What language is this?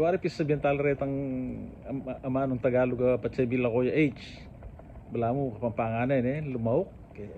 Pampanga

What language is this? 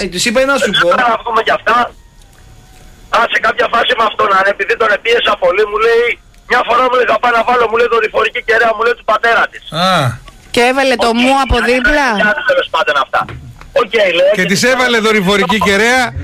Greek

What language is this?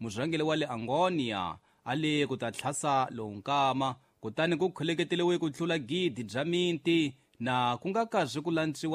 Tsonga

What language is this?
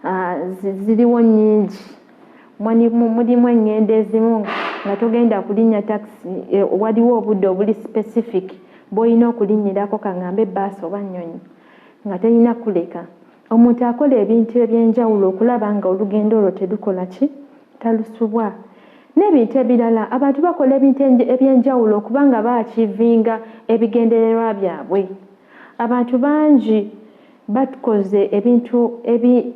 Ganda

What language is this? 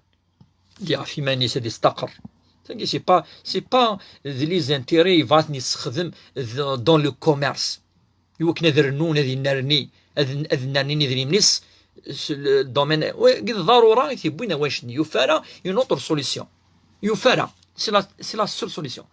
Kabyle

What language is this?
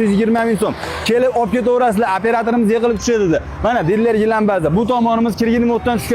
Uzbek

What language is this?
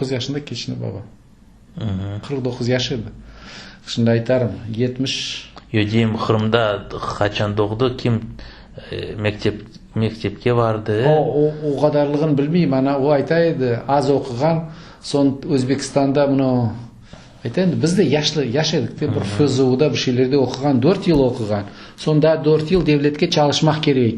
Crimean Tatar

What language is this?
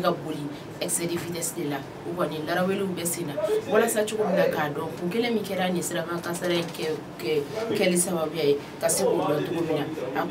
Bambara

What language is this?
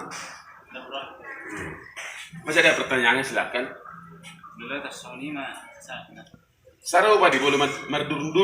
Batak Toba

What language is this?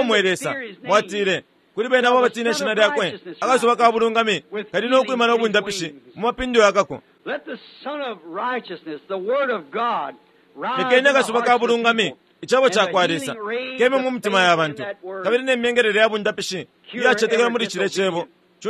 Bemba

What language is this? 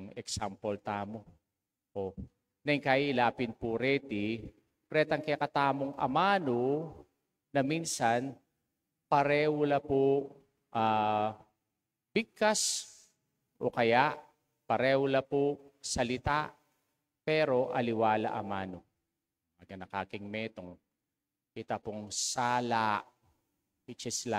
Pampanga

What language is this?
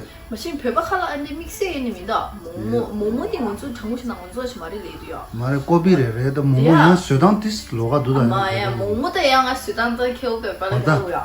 Tibetan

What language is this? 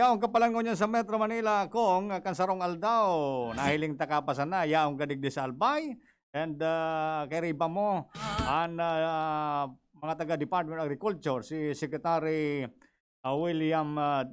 Bikol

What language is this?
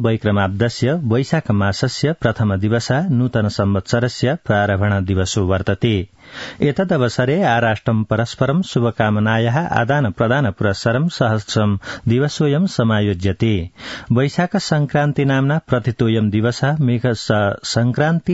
Sanskrit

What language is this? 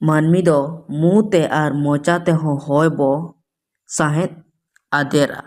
Santali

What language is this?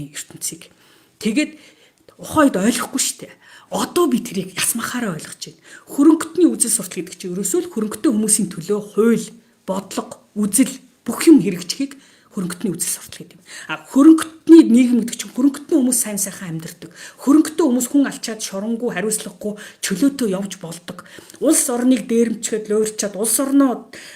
Mongolian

